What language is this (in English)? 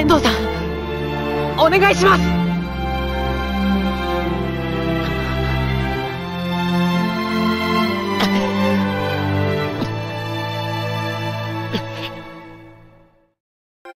Japanese